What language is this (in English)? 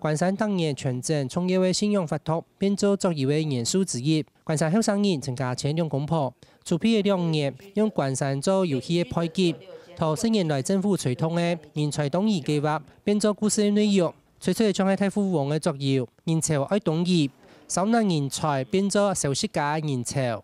Hakka Chinese